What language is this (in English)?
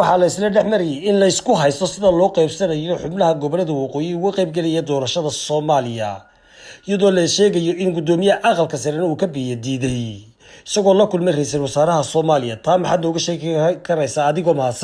Somali